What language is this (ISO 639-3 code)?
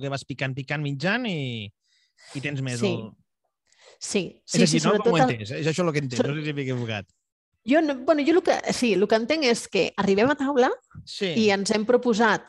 cat